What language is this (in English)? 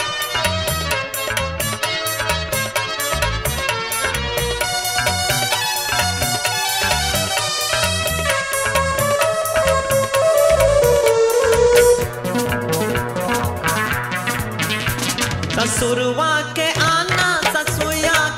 Bhojpuri